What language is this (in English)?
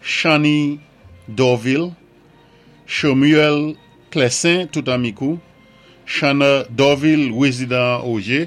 Saint Lucian Creole French